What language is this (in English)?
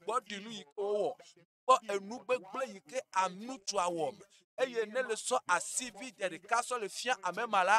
Ewe